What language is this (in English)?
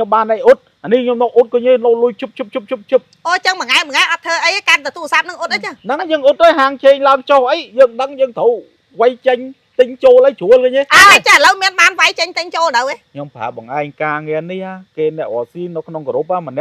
Khmer